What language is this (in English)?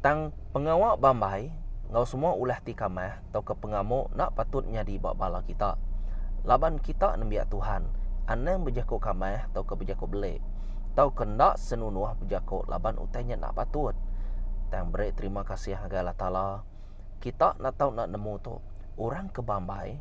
Iban